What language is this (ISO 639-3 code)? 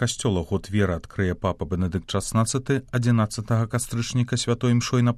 bel